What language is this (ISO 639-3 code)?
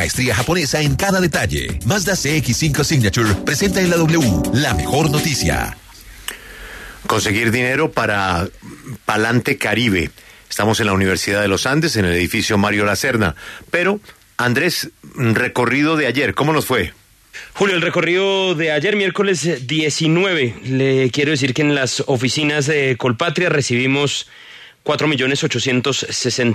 spa